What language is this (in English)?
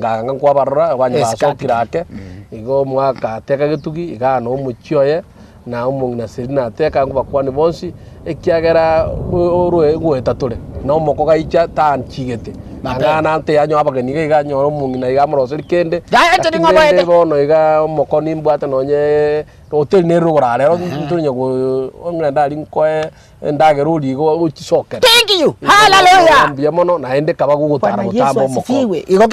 Gusii